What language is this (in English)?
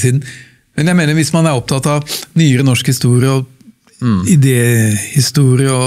Norwegian